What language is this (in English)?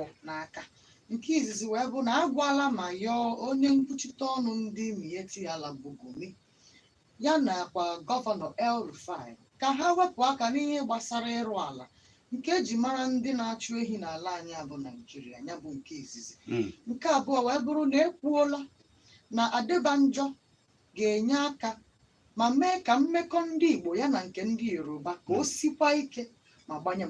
Igbo